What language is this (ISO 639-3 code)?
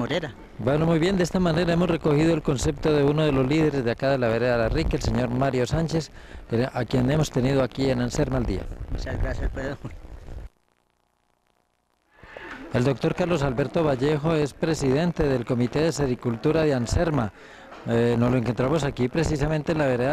spa